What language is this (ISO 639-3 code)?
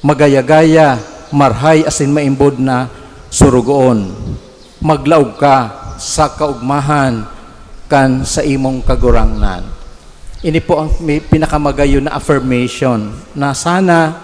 bik